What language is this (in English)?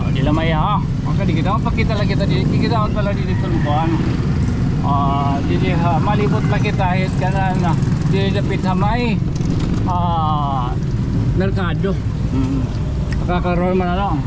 Waray